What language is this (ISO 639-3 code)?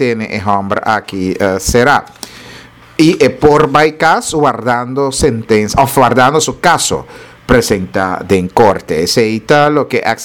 pap